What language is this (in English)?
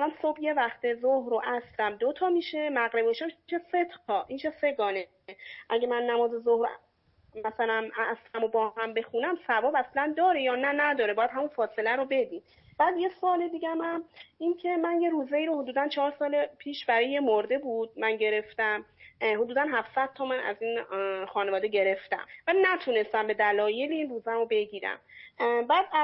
Persian